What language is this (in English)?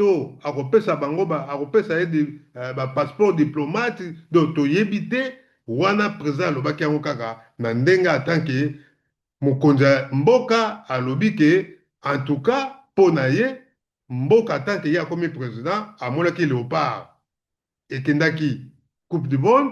Lingala